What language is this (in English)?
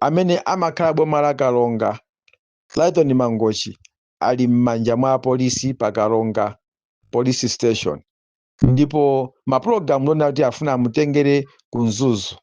Nyanja